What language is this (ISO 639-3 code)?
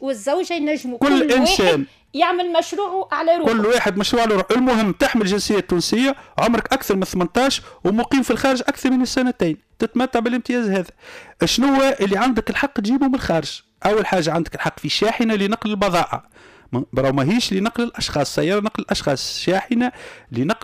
aeb